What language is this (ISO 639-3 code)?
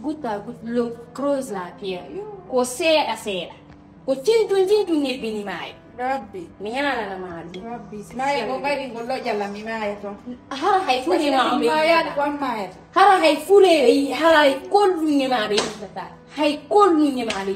ful